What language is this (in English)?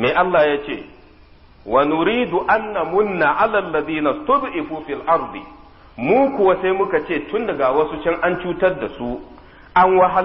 Hausa